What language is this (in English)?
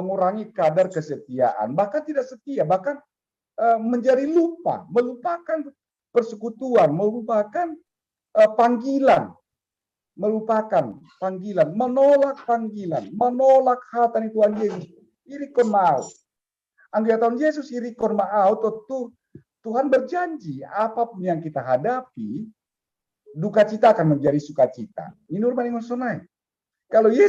Batak Simalungun